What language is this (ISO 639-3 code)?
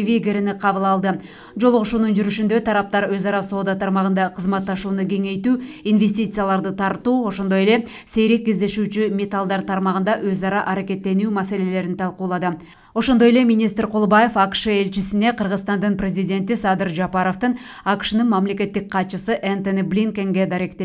kir